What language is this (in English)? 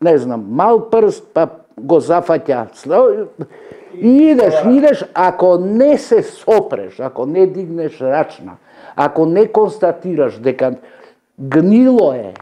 Macedonian